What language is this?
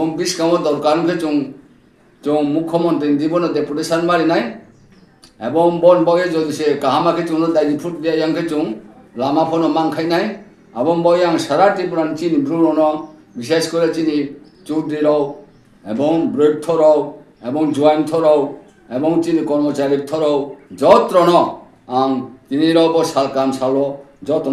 Riang (India)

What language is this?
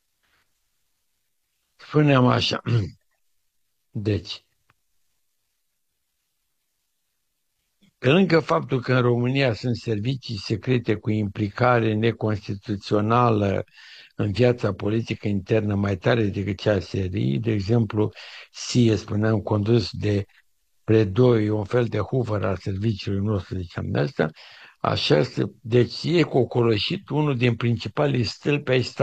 Romanian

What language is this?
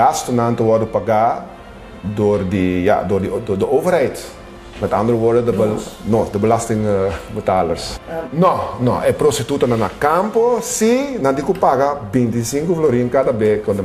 Papiamento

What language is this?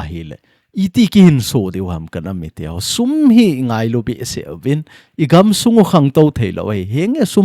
Thado Chin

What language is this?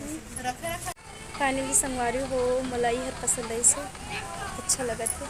Chhattisgarhi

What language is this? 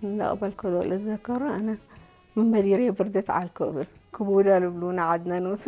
Tigre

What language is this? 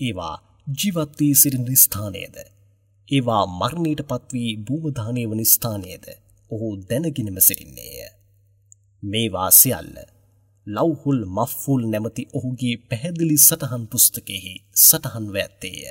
Sinhala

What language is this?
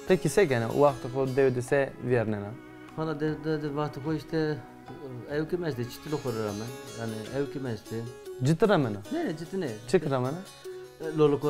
Zaza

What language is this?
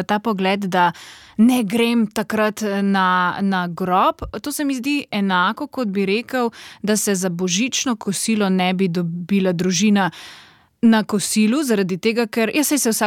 Slovenian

